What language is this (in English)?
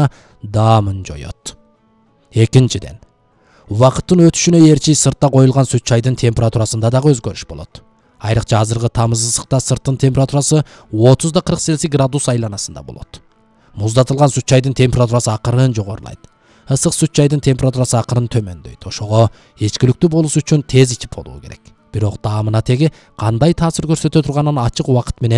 Kyrgyz